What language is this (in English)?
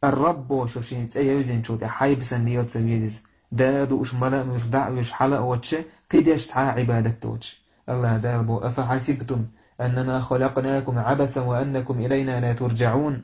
Chechen